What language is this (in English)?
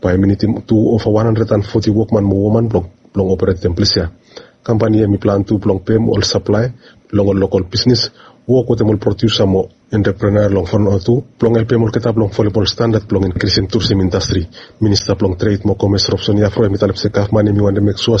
Bislama